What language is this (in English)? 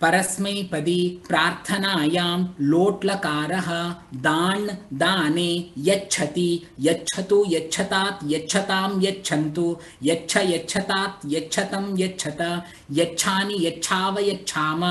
Sanskrit